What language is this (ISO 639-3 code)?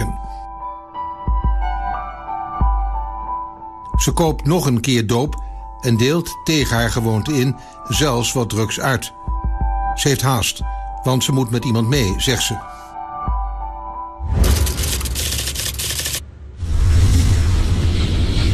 nld